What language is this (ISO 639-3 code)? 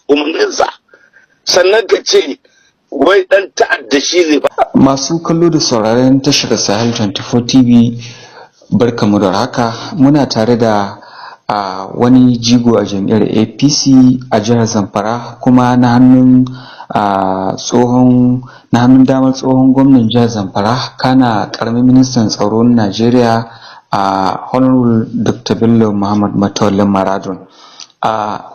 hau